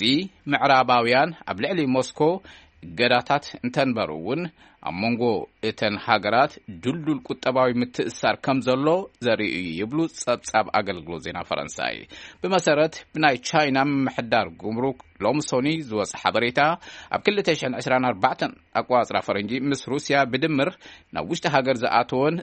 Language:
Tigrinya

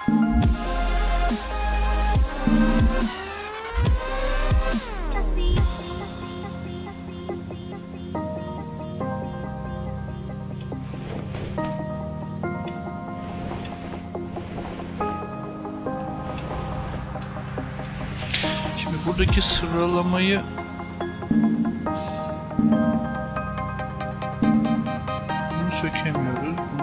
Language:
Turkish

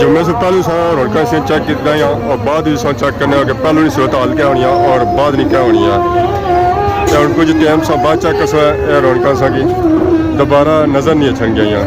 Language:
Pahari-Potwari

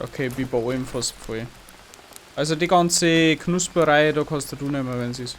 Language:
Bavarian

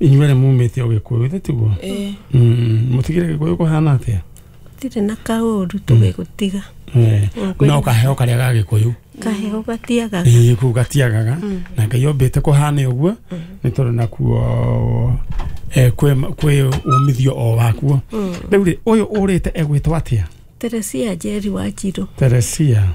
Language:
Kikuyu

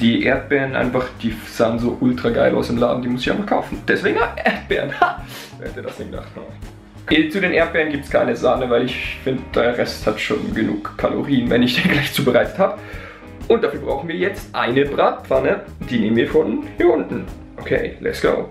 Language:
Swiss German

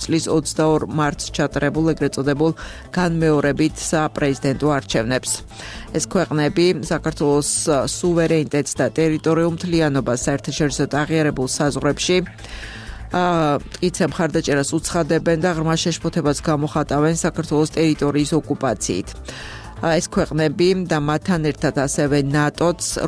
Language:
Georgian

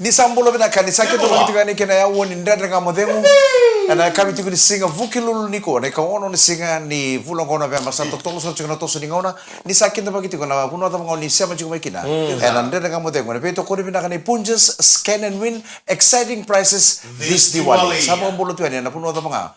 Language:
Fijian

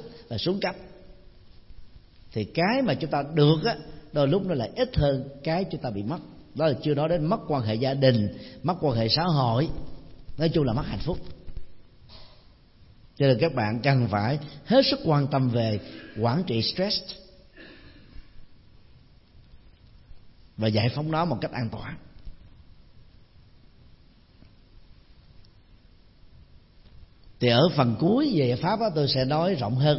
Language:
Vietnamese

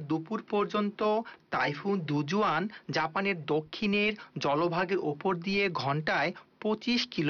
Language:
Bangla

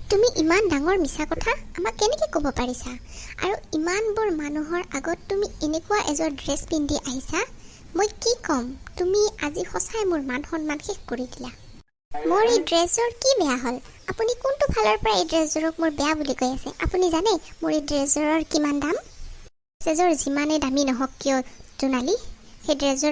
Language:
Assamese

